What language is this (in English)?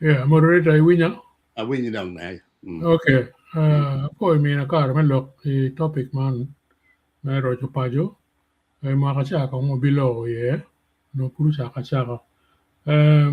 Acoli